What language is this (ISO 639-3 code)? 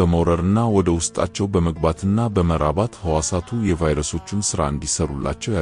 amh